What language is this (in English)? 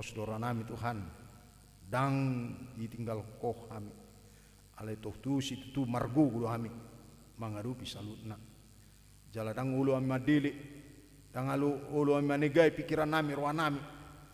Batak Toba